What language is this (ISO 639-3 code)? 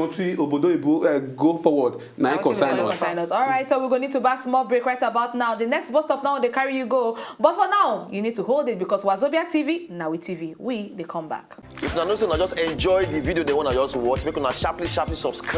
pcm